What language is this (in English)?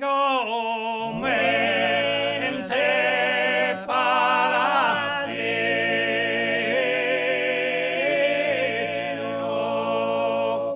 Sardinian